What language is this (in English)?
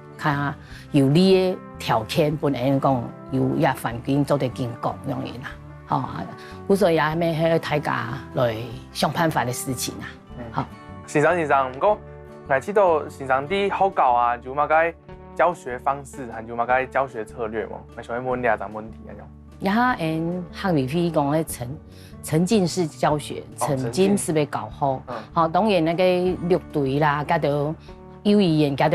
Hakka Chinese